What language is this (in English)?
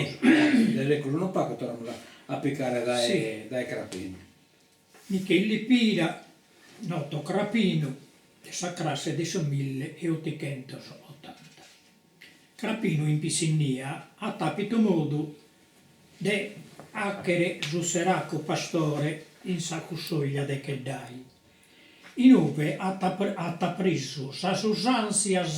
Sardinian